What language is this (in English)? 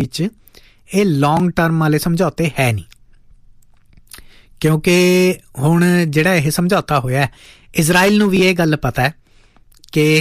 Punjabi